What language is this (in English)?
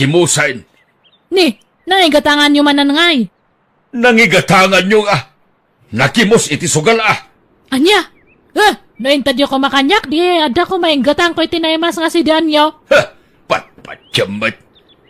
Iloko